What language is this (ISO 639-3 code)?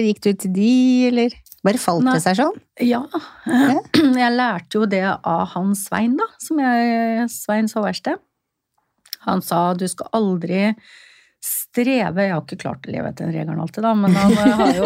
nor